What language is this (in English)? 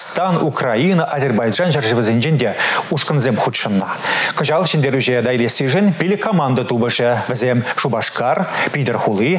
Chuvash